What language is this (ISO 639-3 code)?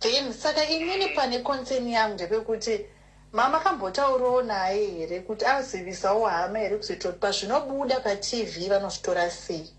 sna